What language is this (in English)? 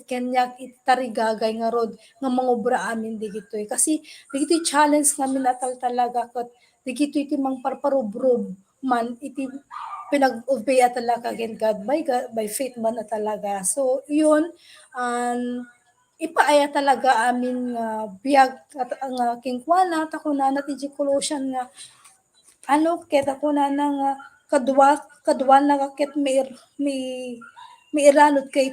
Iloko